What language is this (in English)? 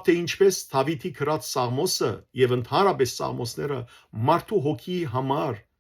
Western Armenian